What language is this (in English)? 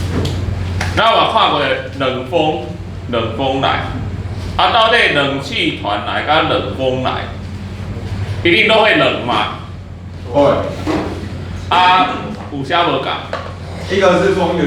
Min Nan Chinese